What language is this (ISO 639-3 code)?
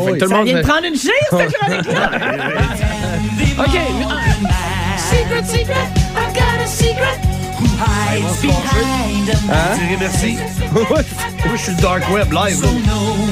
fra